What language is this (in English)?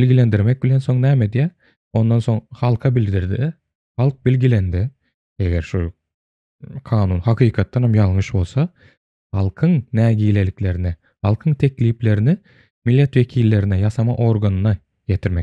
Turkmen